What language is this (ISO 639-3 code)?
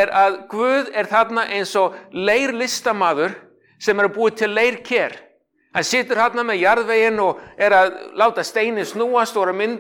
isl